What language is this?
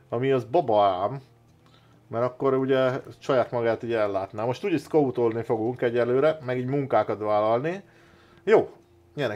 Hungarian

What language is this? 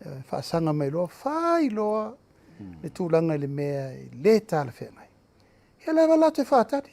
Samoan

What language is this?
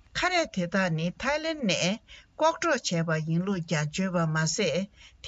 Tibetan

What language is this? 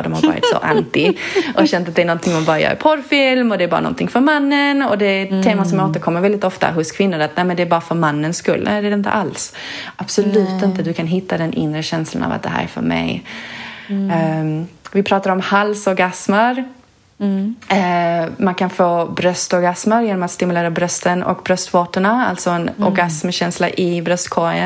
Swedish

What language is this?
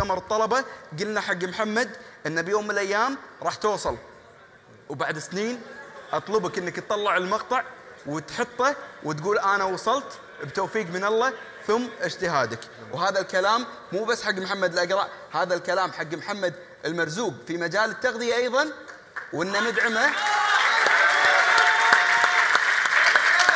Gulf Arabic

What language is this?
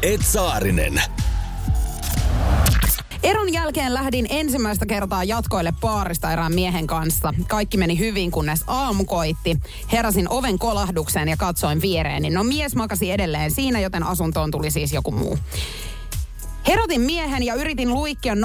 Finnish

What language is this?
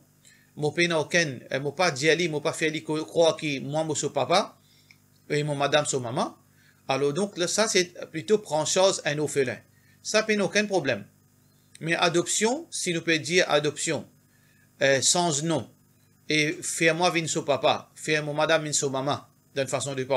Morisyen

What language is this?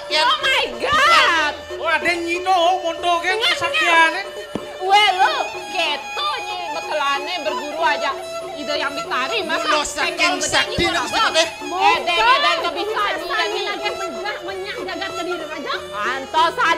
Balinese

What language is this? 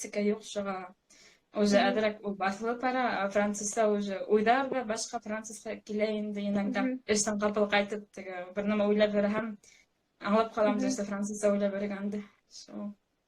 Bashkir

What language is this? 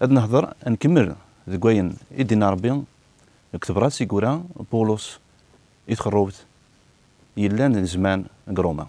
Kabyle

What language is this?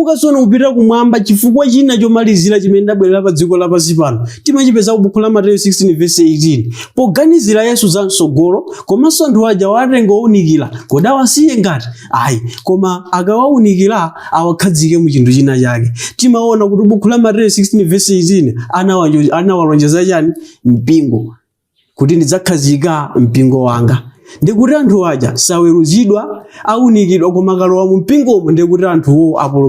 Nyanja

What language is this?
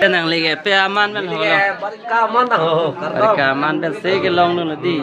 Karbi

